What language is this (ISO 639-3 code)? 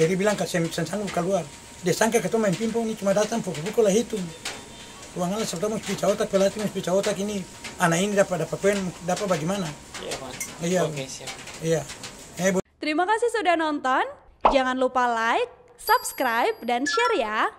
abs